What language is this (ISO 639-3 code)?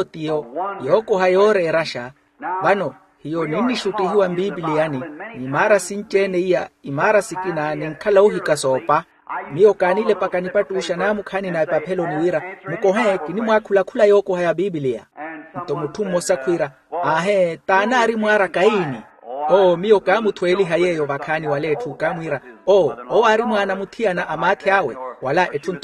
vmw